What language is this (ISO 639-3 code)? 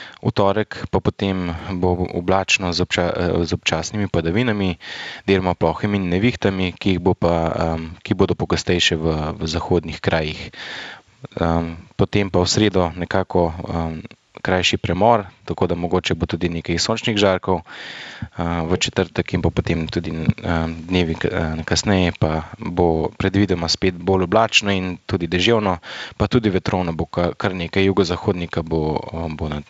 slv